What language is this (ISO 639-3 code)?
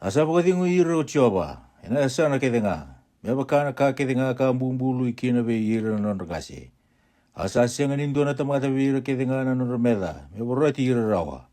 fij